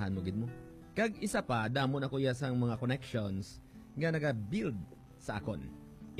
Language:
Hiligaynon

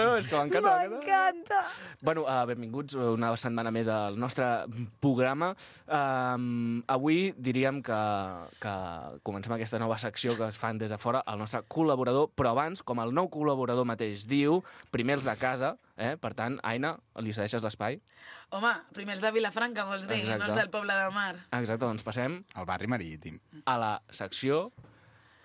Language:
Catalan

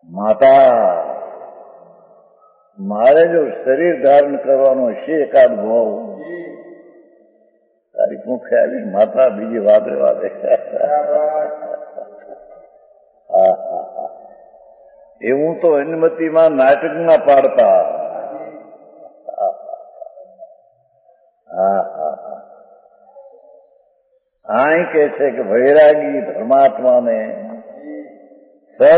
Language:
Gujarati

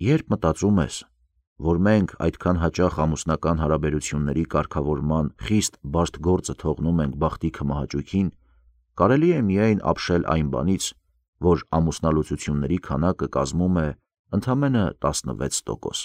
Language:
Armenian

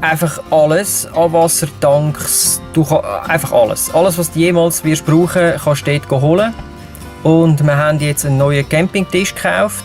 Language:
Swiss German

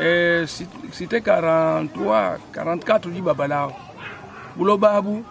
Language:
Luba-Lulua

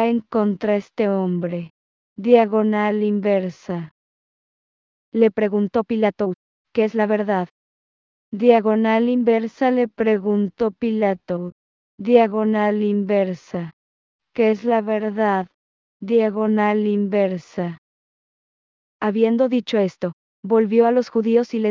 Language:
Spanish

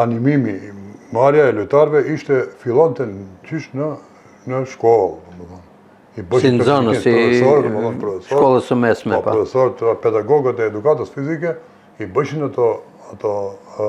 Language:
Albanian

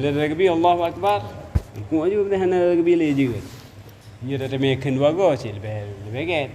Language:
Achinese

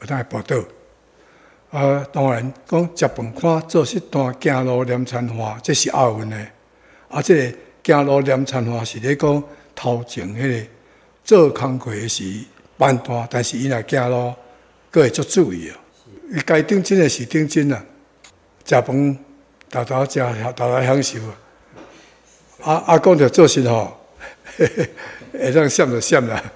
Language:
Min Nan Chinese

